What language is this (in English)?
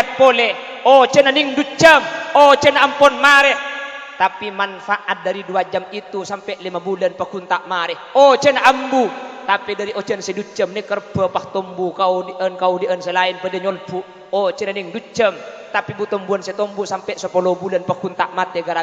Madurese